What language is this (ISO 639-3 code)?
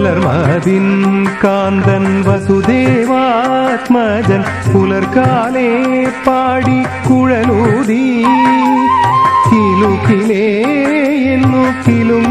mal